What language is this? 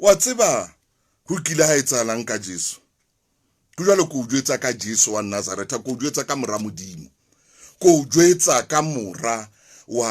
Southern Sotho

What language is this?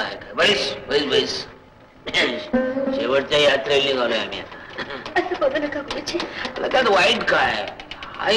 Marathi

